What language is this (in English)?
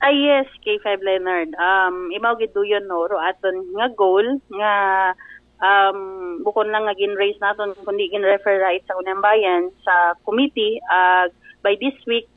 Aklanon